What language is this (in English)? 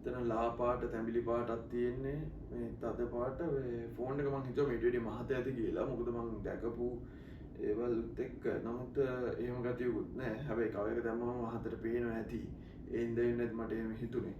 Sinhala